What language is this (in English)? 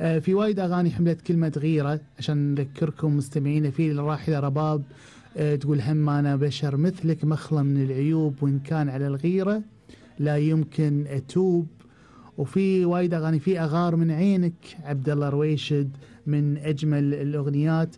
Gulf Arabic